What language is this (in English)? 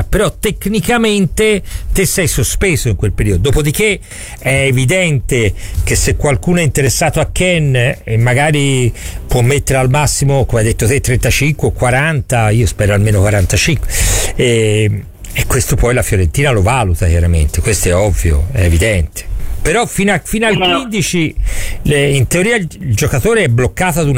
Italian